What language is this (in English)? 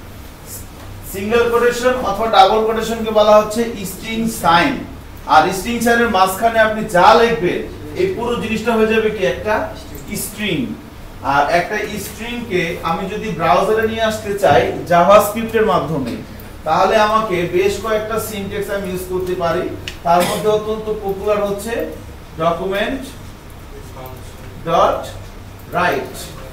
Bangla